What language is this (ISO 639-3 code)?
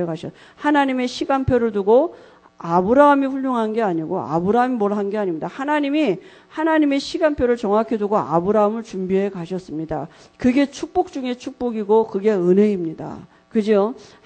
kor